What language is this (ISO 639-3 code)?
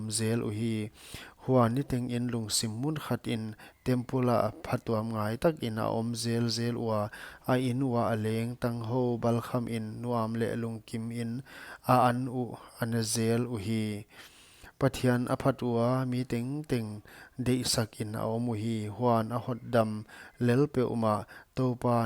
pck